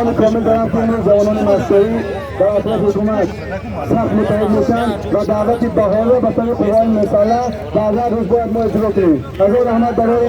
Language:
Tajik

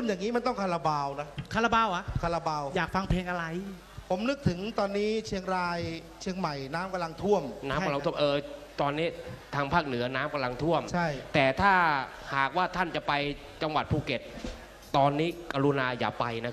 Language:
Thai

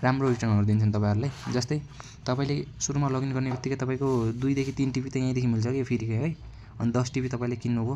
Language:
Nepali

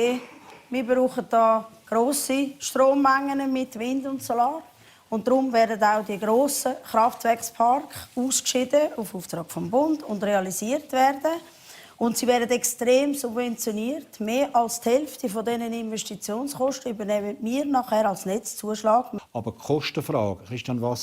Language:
Swiss German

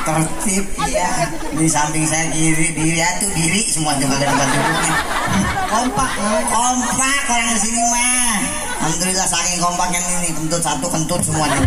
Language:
Betawi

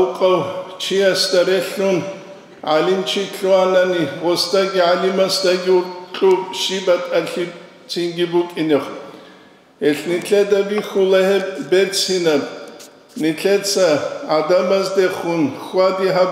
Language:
Avaric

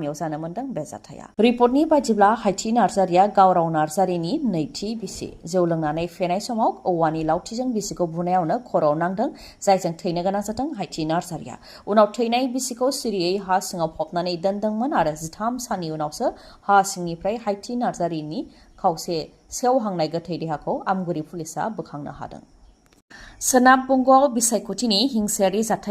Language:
Bodo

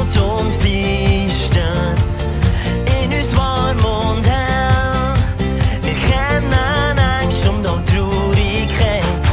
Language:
Swiss German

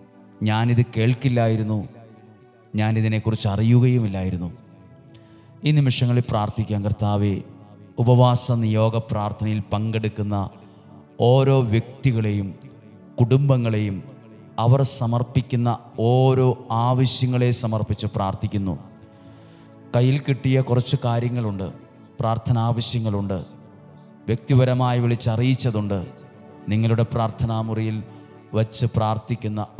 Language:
Malayalam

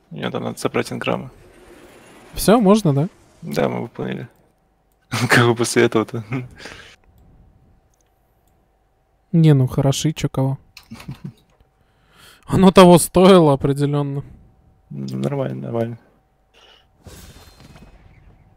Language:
Russian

